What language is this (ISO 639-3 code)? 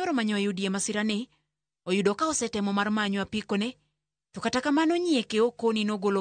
luo